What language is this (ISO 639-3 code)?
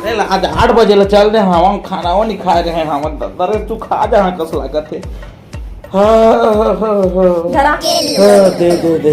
hne